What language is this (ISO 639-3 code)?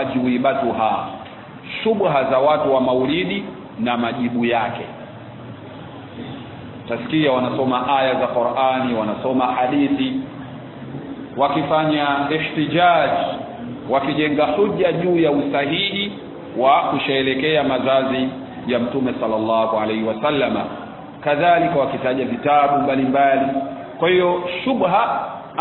swa